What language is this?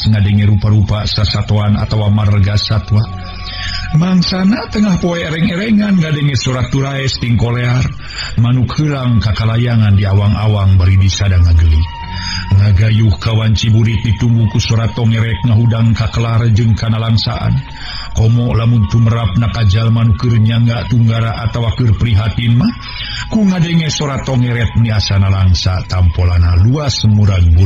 Sundanese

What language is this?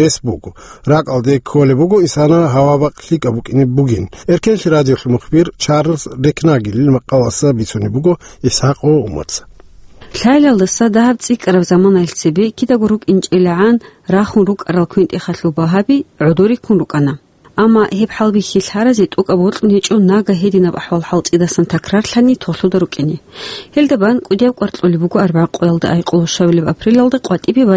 Avaric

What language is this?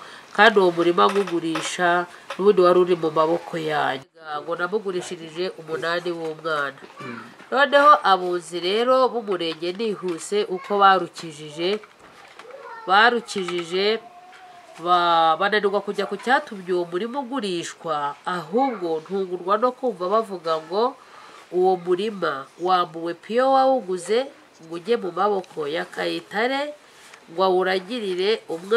Kinyarwanda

